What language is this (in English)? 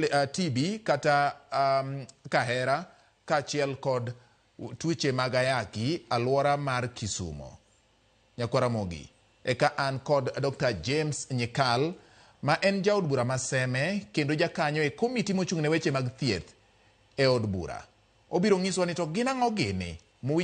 Luo (Kenya and Tanzania)